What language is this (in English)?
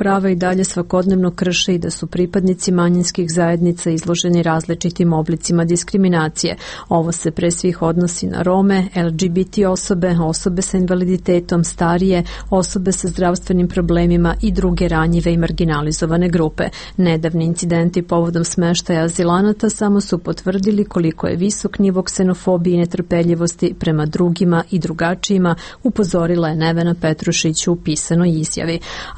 Serbian